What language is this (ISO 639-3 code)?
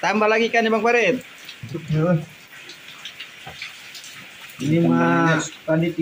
ind